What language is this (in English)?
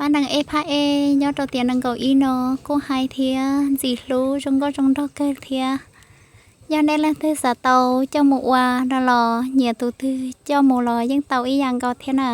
Hmong